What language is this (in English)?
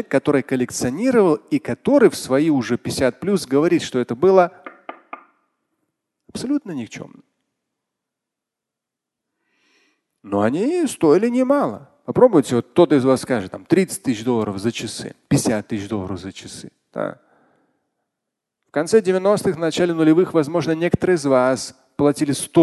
Russian